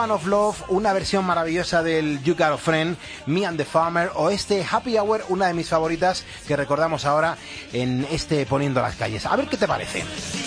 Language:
Spanish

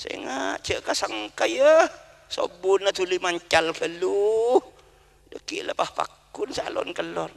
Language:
Madurese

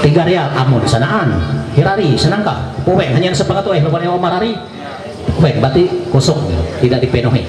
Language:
Ma'anyan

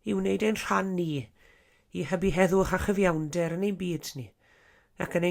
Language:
Welsh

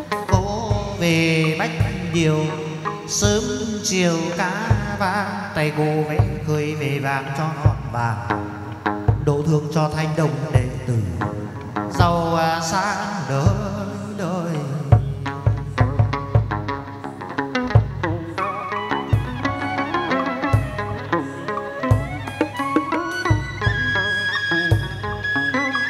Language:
Vietnamese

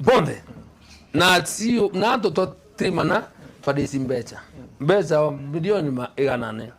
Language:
Meru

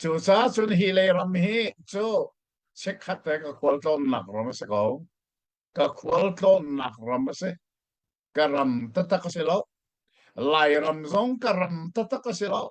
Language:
Hakha Chin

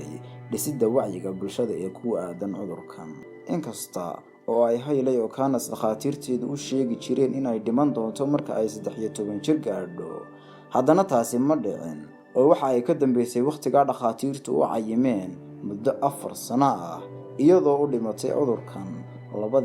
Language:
Somali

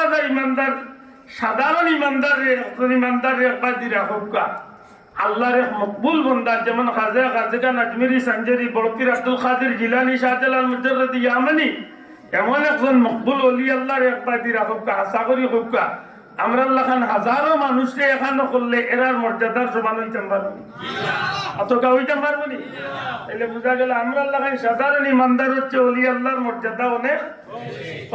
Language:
Sylheti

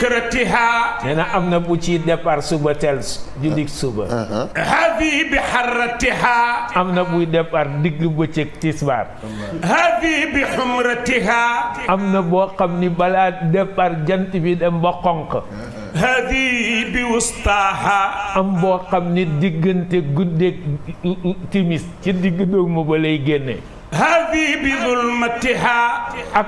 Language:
Wolof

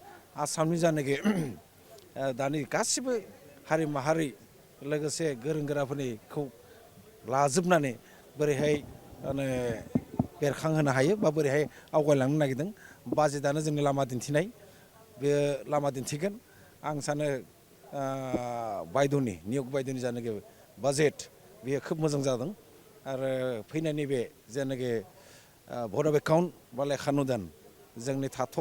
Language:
Bodo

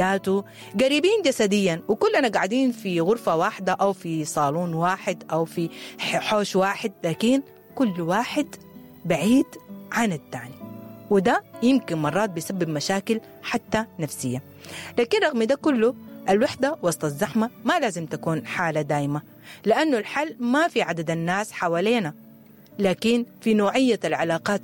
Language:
Sudanese Arabic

